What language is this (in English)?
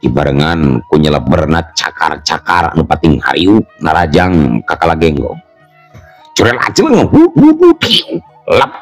Sundanese